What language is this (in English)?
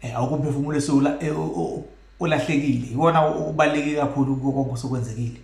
Zulu